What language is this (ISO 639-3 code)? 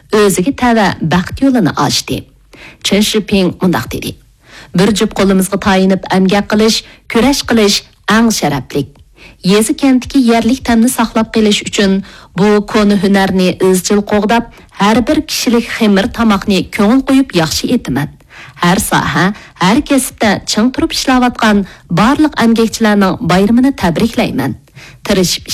uig